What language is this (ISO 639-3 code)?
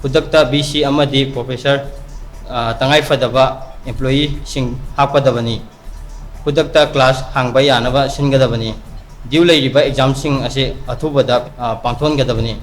mni